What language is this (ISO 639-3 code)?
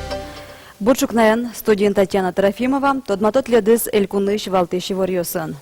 udm